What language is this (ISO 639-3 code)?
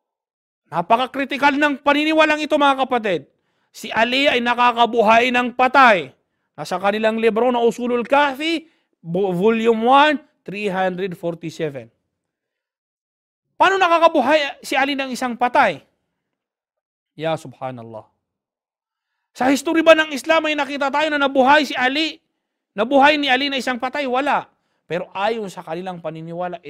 fil